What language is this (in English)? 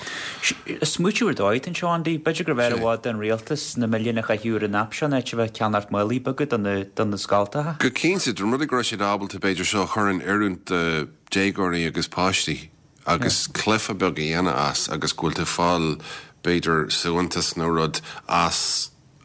Irish